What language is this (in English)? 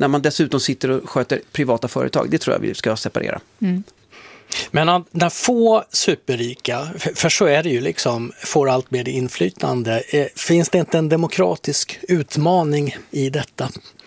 Swedish